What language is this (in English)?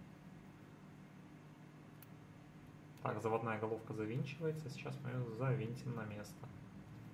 Russian